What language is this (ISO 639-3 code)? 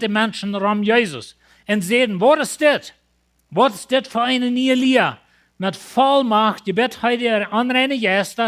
pdt